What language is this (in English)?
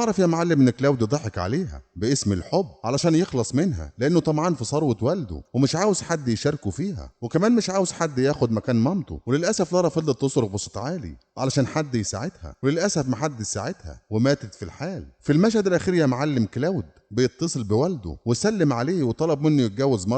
Egyptian Arabic